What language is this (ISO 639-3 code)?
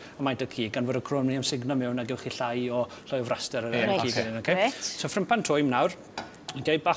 cym